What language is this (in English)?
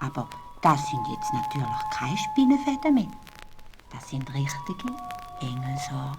Swiss German